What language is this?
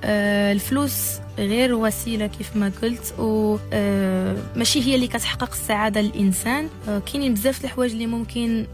Moroccan Arabic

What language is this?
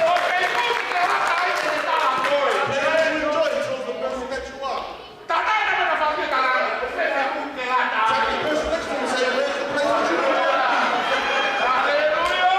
Tongan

